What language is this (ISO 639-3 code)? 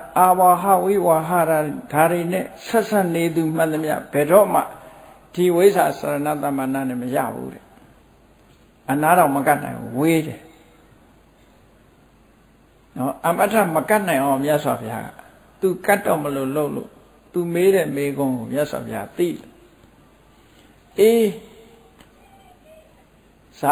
mya